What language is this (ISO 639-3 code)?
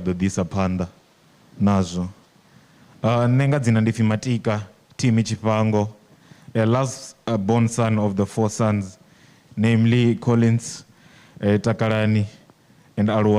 ven